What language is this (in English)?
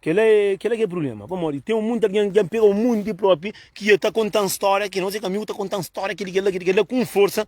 Kabuverdianu